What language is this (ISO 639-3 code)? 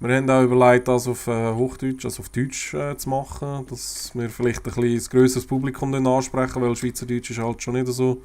gsw